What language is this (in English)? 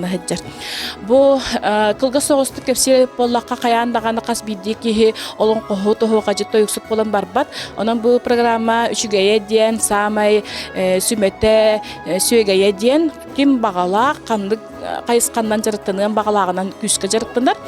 Yakut